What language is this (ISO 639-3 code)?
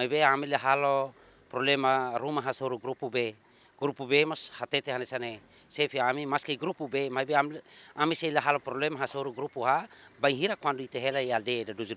tet